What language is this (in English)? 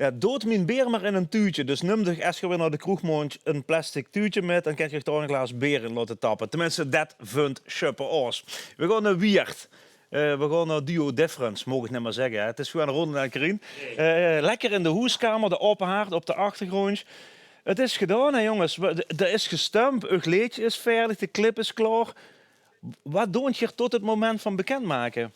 Limburgish